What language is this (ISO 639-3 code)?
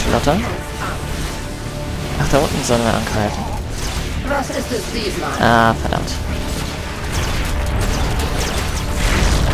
deu